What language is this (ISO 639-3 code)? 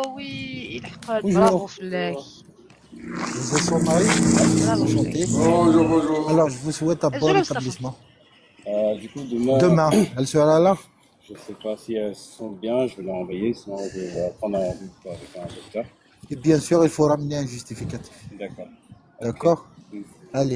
kab